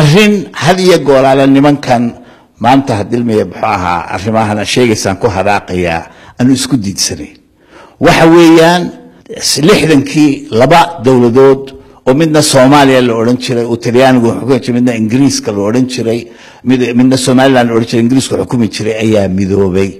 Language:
Somali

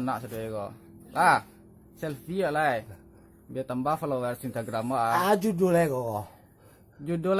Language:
Minangkabau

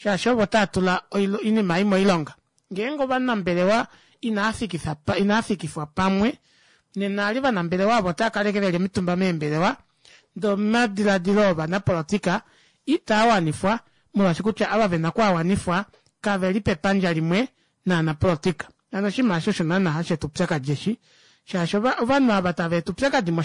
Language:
Kuanyama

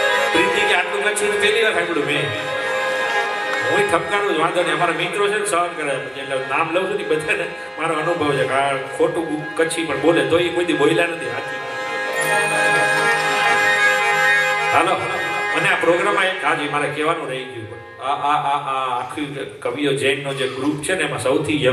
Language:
Gujarati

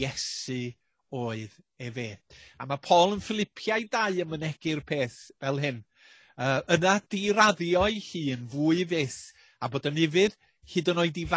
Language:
Welsh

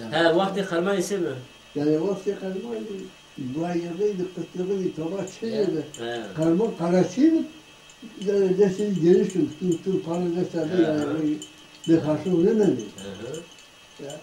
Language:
Zaza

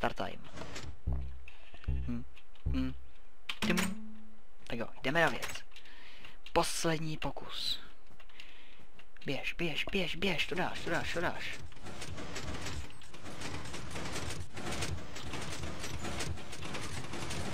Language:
Czech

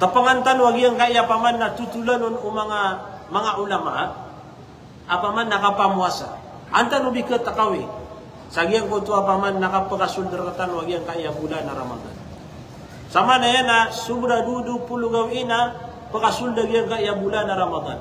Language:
Maranao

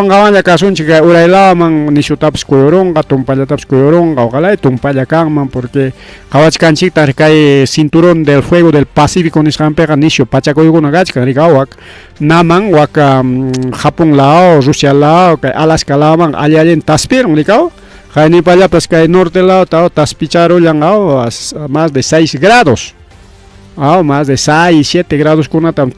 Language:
Ayacucho Quechua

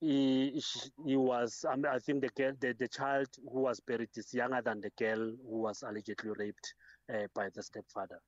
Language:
English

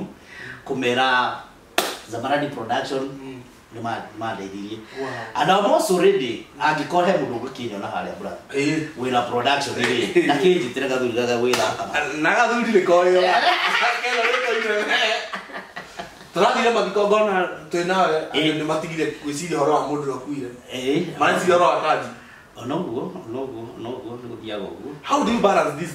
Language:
Kikuyu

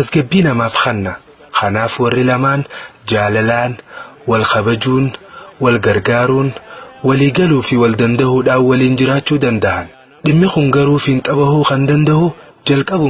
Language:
Oromo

